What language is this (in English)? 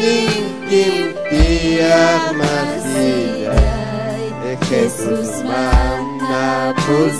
Ayacucho Quechua